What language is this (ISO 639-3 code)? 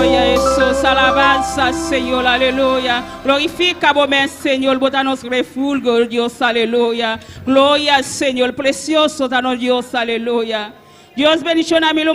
pap